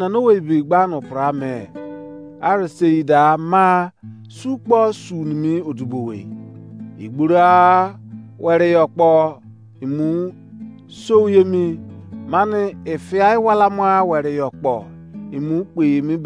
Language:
Izon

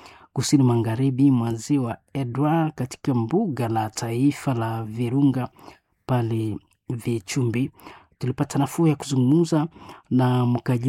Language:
Swahili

